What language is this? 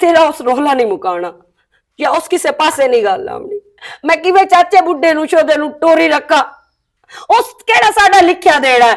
Western Panjabi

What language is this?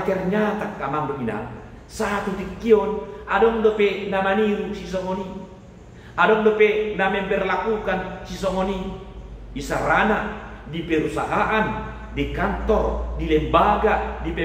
Batak Toba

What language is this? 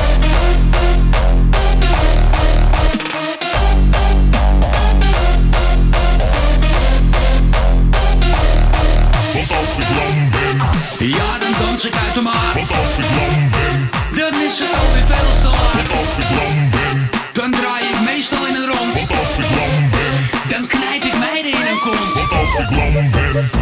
Dutch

